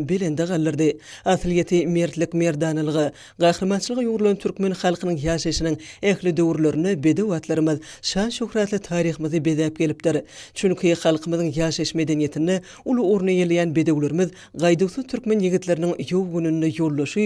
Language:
Turkmen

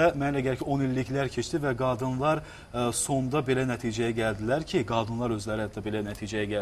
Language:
Azerbaijani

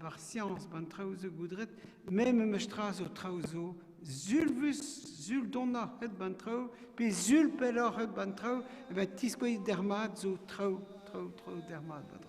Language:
Breton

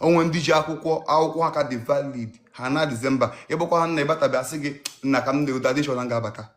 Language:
Igbo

